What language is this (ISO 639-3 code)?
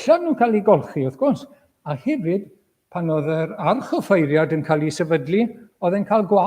cym